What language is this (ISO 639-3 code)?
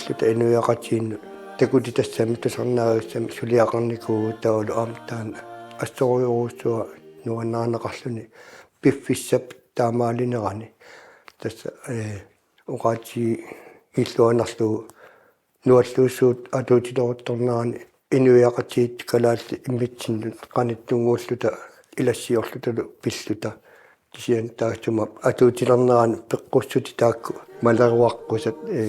kal